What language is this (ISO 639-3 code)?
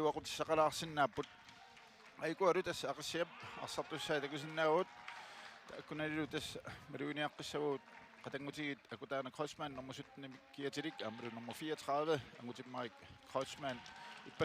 kal